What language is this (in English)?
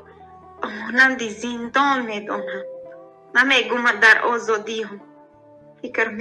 Persian